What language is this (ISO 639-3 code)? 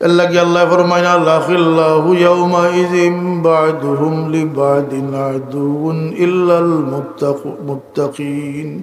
syl